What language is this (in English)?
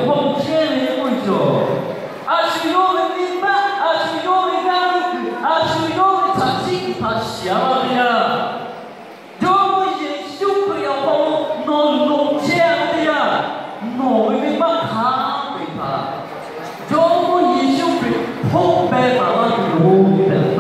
Lahu